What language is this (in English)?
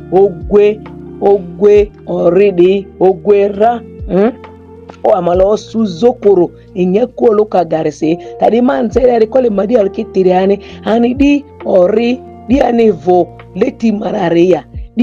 Ma'di